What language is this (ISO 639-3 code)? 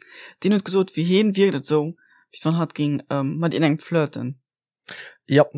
ltz